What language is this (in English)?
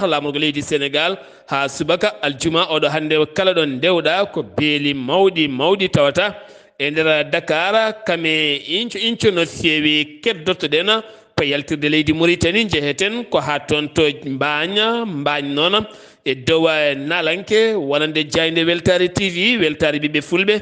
Fula